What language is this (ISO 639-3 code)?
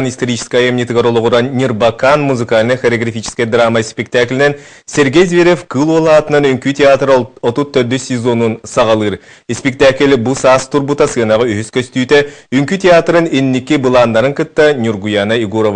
sah